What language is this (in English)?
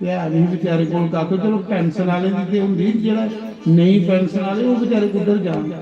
Dogri